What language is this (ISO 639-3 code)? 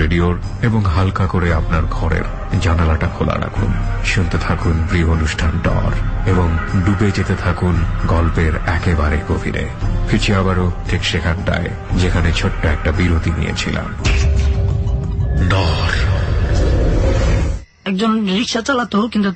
ben